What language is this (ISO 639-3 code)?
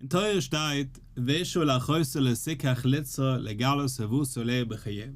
yid